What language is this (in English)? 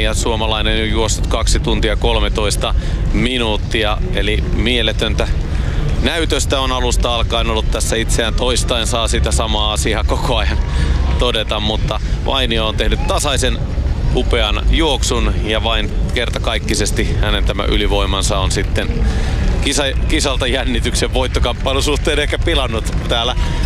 Finnish